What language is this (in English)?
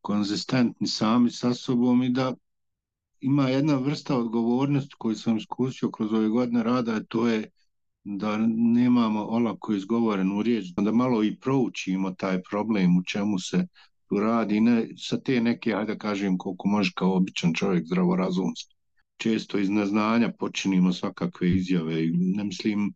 Bosnian